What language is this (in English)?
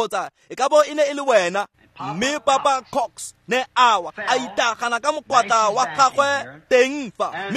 Tswana